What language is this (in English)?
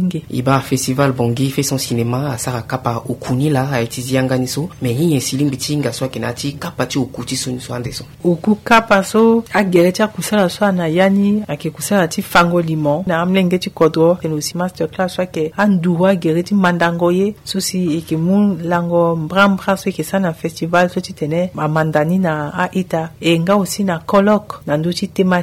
Sango